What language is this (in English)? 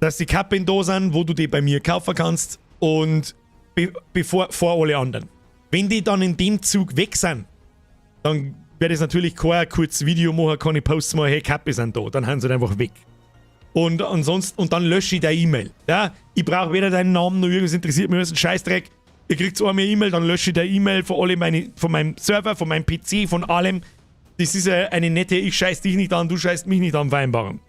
Bavarian